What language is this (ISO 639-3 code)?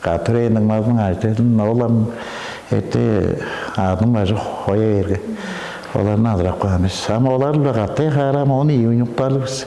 tyv